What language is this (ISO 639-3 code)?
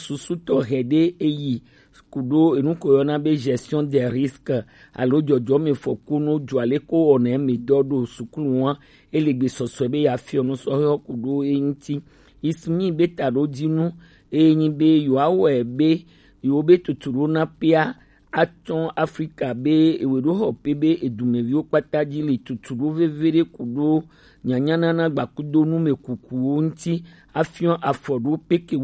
gej